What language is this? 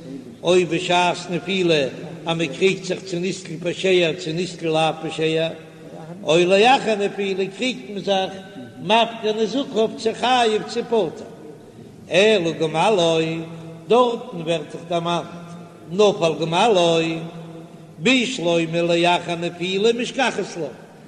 Yiddish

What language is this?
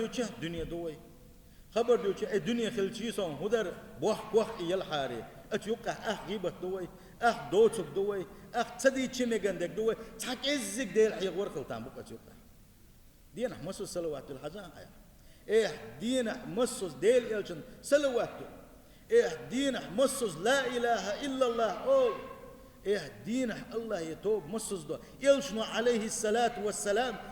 Chechen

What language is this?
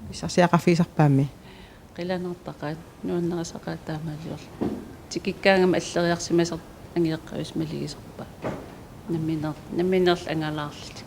Kalaallisut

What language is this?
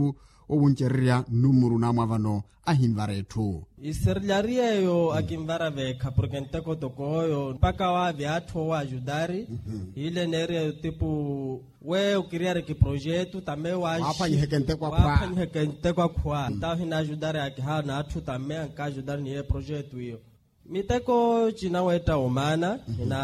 Makhuwa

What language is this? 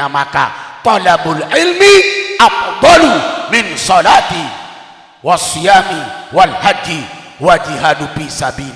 Sasak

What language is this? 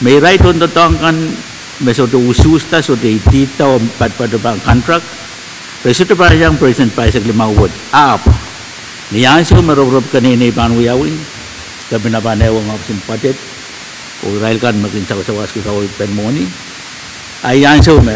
Pohnpeian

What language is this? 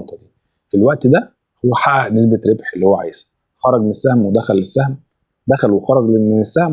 Egyptian Arabic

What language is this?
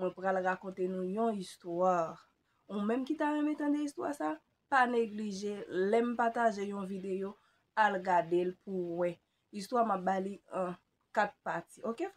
Haitian Creole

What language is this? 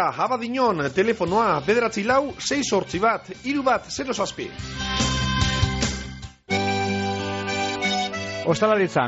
Basque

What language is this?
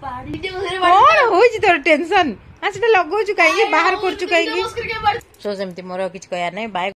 Odia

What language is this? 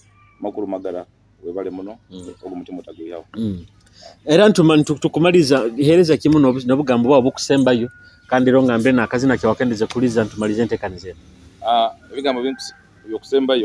Nyoro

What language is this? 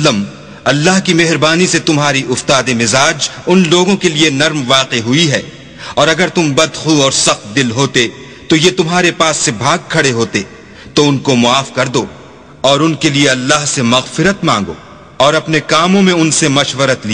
Urdu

